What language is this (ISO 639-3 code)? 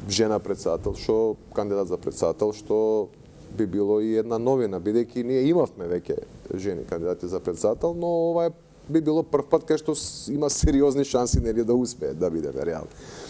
mkd